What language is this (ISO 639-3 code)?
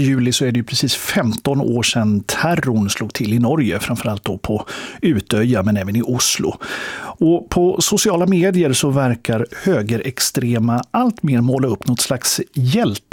swe